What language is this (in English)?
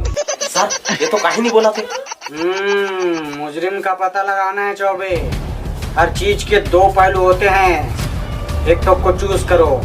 Chhattisgarhi